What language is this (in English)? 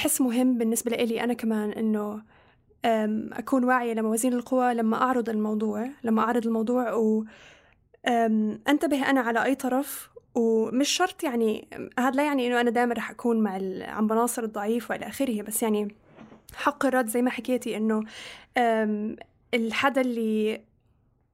North Levantine Arabic